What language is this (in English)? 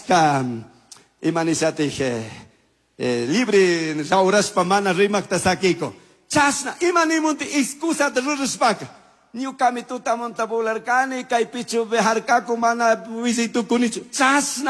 Chimborazo Highland Quichua